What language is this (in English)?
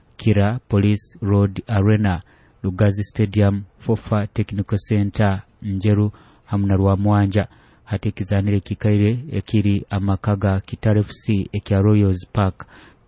Nyoro